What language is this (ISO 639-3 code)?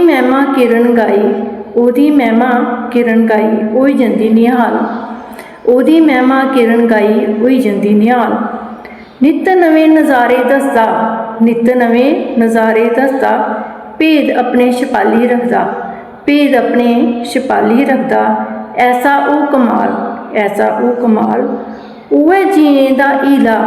doi